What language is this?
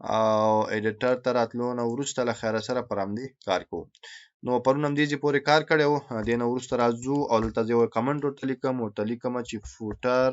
Pashto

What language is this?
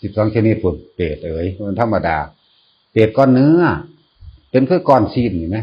Northeastern Thai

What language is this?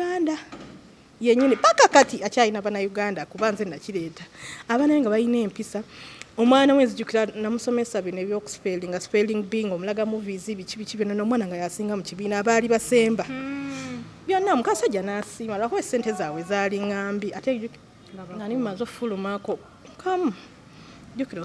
Ganda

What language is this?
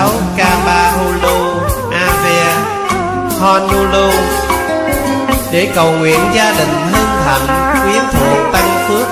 Vietnamese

